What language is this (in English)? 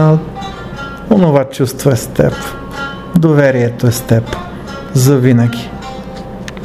Bulgarian